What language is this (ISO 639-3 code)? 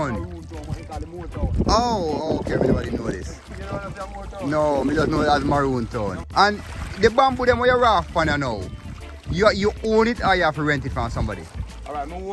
jam